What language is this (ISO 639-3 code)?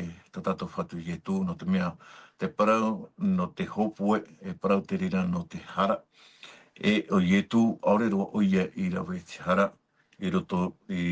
tah